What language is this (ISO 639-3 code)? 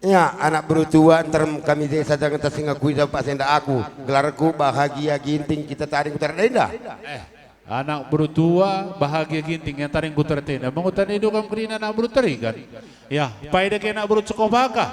btx